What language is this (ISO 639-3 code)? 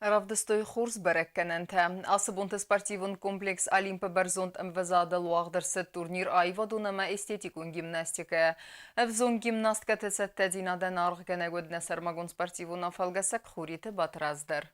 oss